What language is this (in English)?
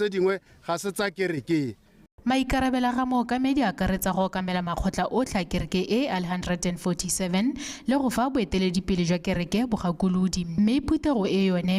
Tswana